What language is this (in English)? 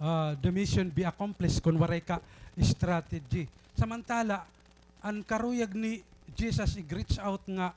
Waray